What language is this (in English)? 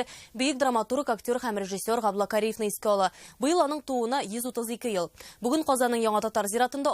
Tatar